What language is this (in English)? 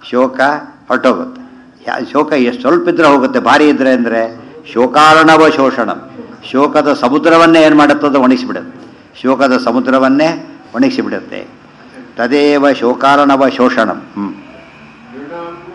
Kannada